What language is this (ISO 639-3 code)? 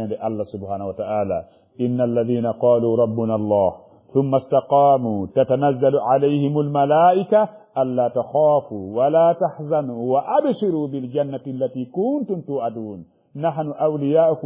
ful